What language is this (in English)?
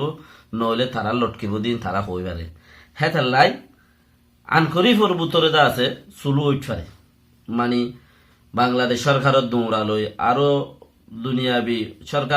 Rohingya